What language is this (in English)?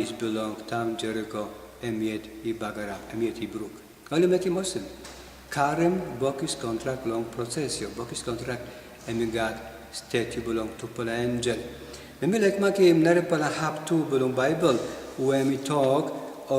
Tok Pisin